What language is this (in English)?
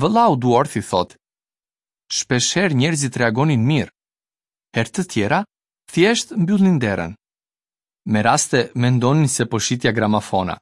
Albanian